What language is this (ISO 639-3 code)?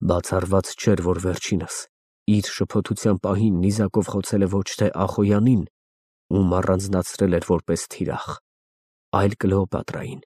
hye